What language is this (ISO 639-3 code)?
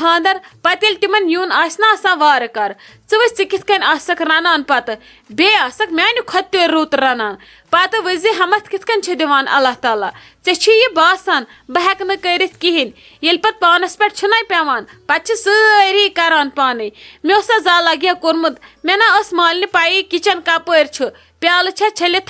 kas